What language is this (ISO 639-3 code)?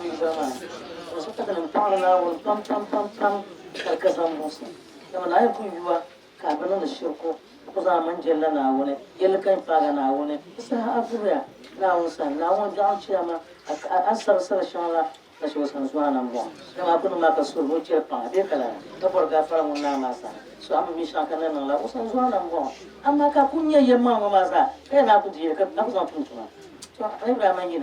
dag